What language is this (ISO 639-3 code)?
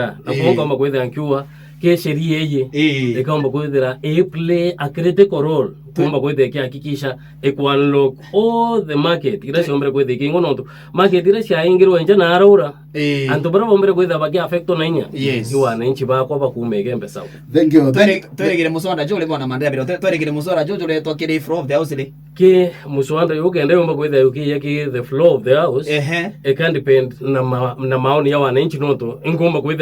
mer